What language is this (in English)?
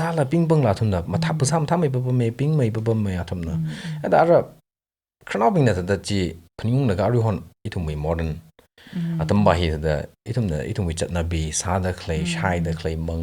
Tangkhul Naga (India)